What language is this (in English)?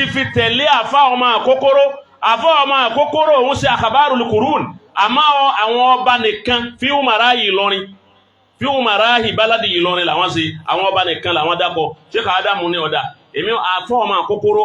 Yoruba